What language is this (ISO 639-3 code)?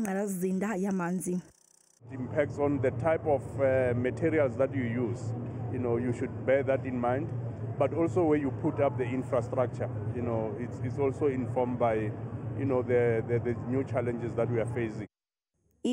zul